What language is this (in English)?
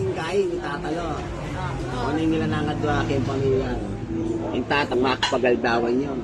Pampanga